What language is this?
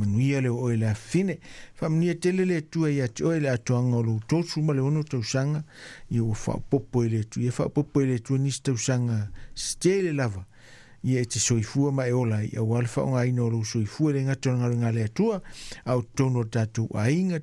Samoan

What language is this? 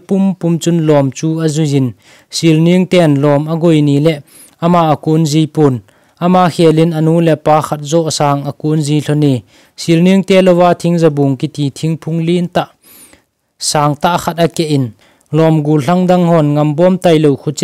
Thado Chin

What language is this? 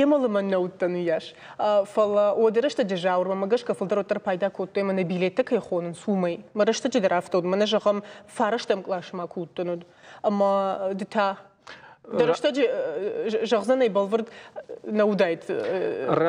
Ossetic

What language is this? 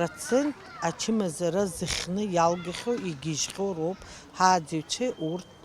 Abkhazian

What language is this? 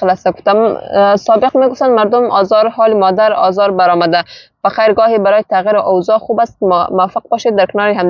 Persian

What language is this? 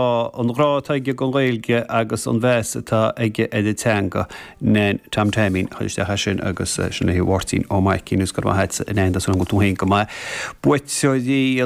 Irish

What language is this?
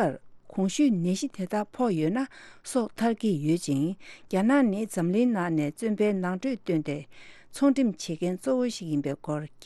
Tibetan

